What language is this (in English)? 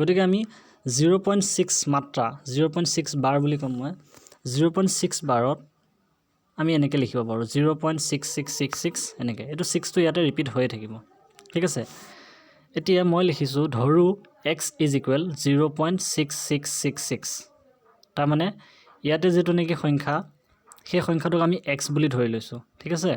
Assamese